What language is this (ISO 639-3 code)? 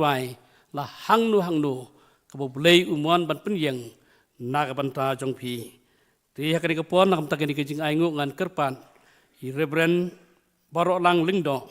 kha